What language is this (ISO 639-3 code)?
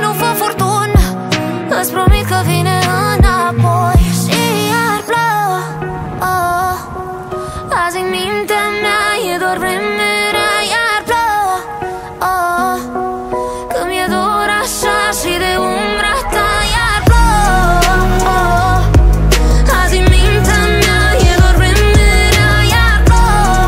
ron